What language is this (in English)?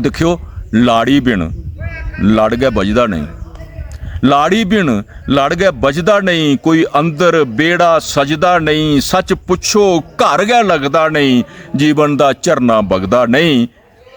Dogri